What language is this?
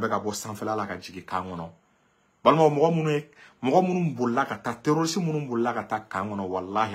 Bambara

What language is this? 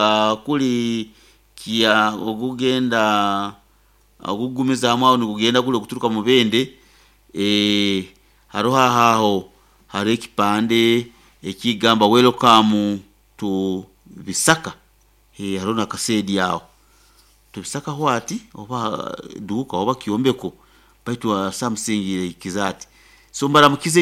Nyoro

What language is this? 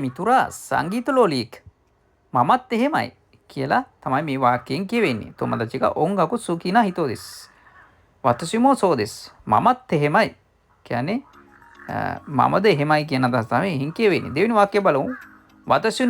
Sinhala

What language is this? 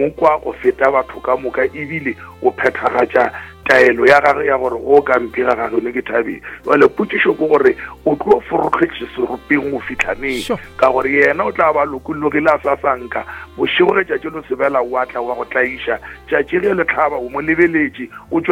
Northern Sotho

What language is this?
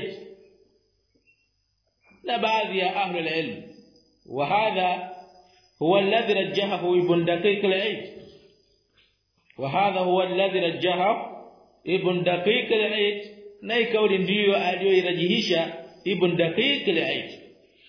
Swahili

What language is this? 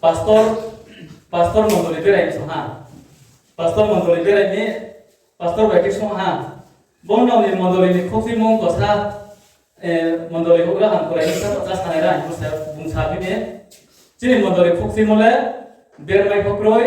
Riang (India)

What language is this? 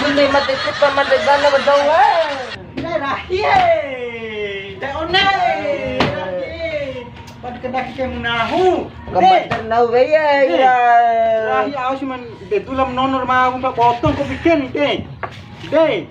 Bima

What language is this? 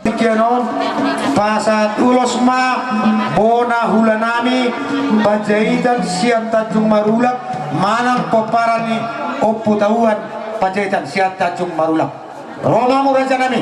Batak Toba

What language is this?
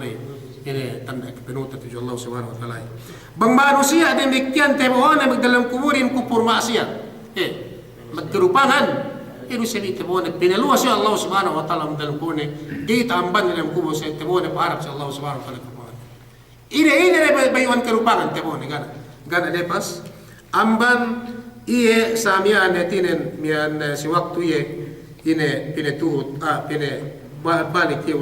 Yakan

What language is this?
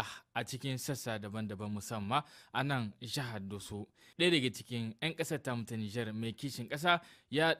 Hausa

